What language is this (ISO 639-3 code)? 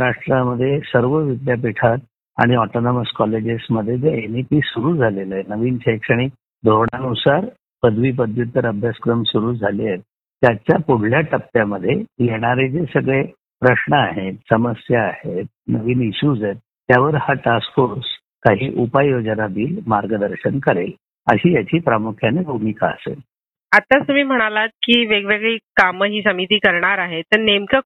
mar